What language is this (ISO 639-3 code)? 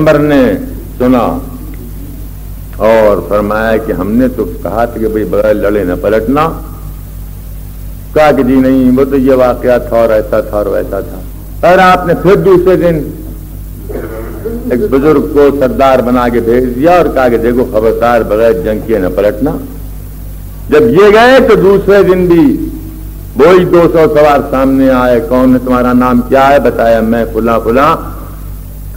urd